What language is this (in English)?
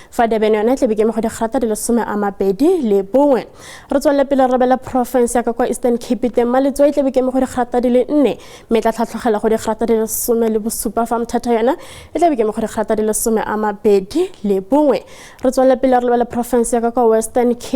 Tswana